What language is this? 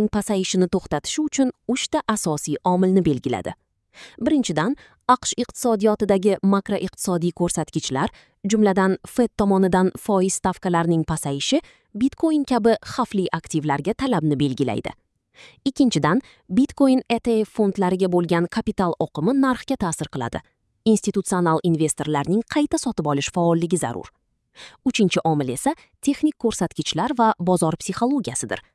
Uzbek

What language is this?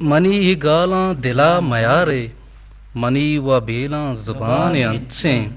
Eastern Balochi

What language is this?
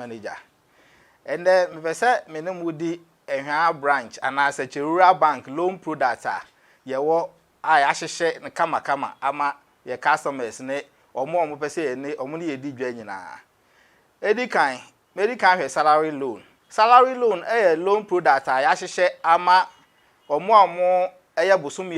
Akan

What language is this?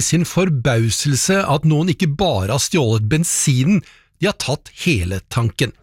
Norwegian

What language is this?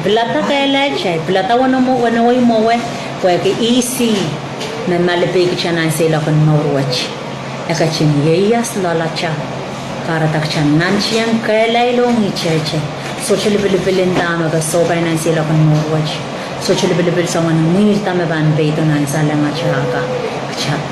Pohnpeian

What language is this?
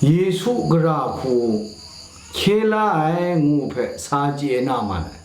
Kachin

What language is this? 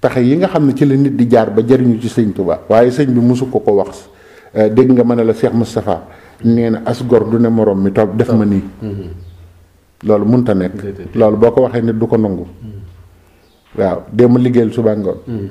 Wolof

